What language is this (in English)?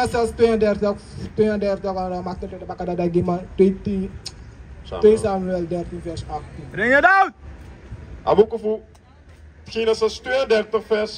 Sranan Tongo